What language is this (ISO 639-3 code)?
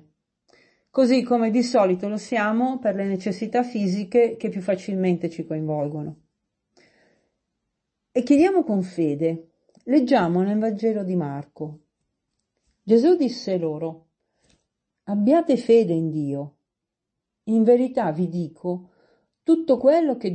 ita